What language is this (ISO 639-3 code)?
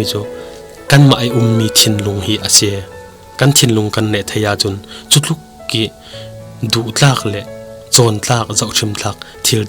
cfm